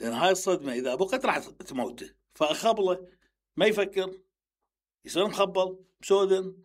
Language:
Mesopotamian Arabic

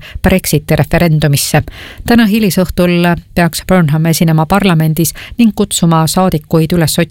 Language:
Estonian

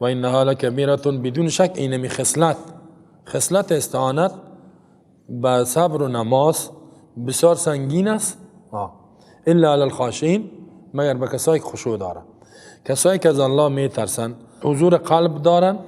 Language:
Persian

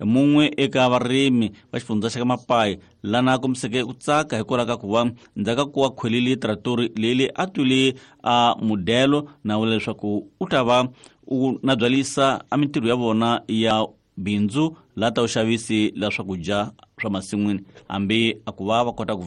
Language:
Tsonga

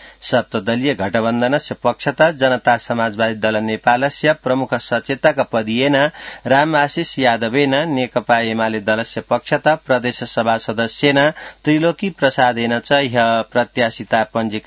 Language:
Sanskrit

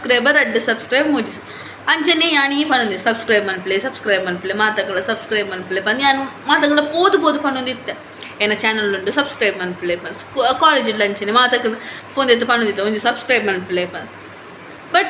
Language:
Tulu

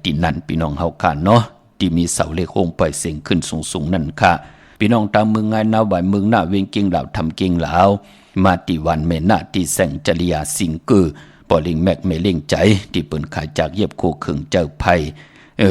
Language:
Shan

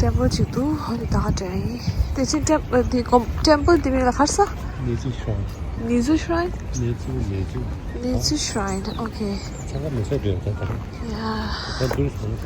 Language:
Tibetan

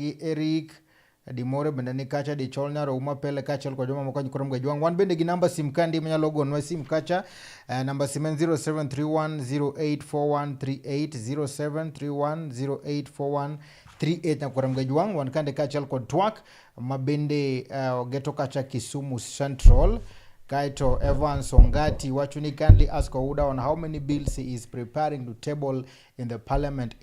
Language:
Luo (Kenya and Tanzania)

